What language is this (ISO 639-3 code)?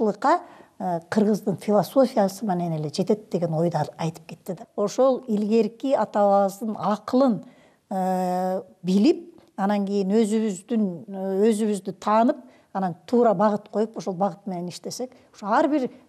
kir